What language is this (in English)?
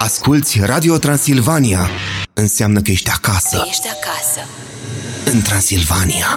Romanian